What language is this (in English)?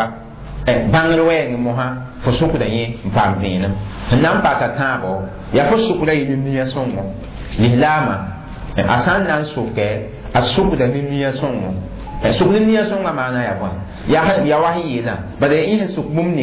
Mossi